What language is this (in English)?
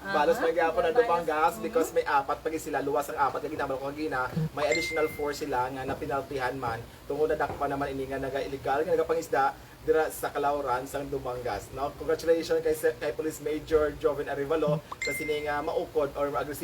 Hiligaynon